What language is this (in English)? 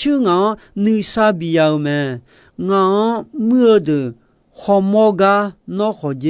Akha